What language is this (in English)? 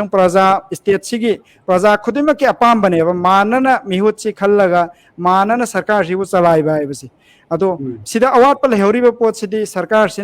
Manipuri